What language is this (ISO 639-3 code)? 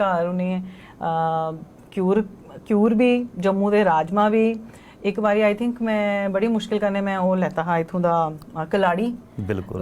doi